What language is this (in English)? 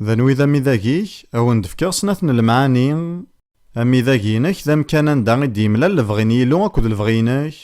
Kabyle